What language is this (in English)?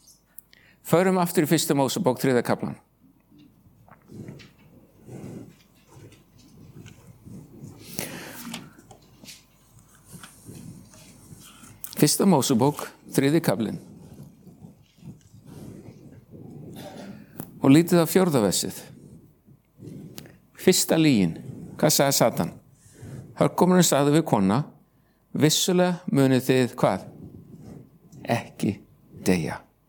Icelandic